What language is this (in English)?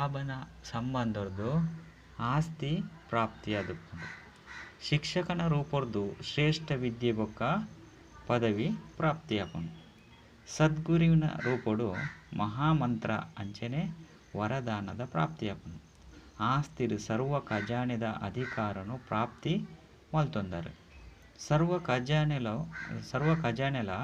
Tulu